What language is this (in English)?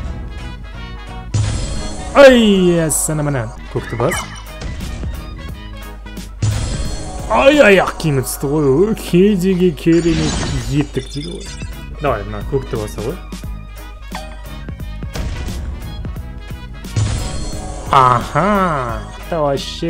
Kazakh